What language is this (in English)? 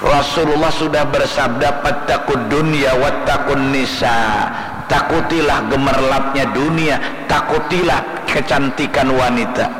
Banjar